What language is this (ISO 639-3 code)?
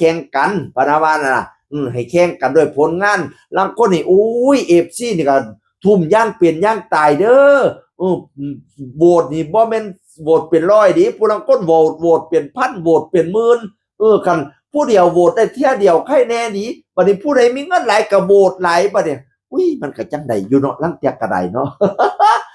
tts